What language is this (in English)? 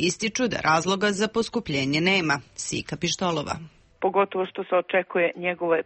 Serbian